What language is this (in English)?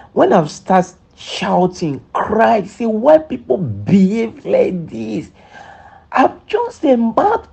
Nigerian Pidgin